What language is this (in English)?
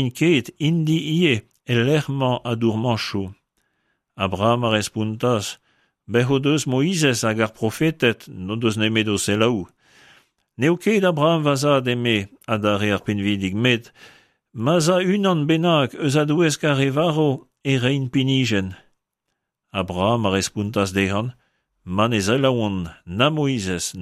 Breton